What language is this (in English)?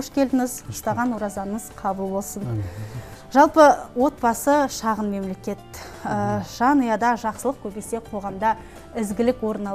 Kazakh